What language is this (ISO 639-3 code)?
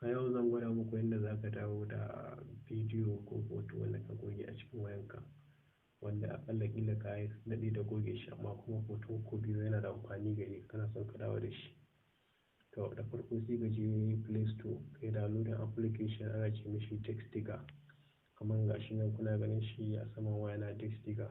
hau